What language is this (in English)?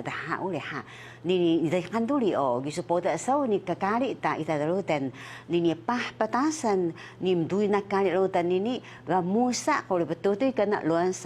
Taroko